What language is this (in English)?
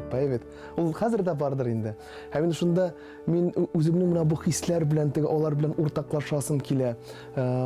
Tatar